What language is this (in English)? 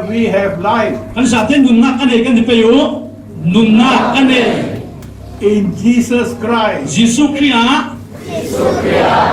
Falam Chin